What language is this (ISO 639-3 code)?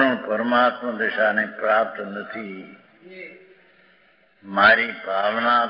guj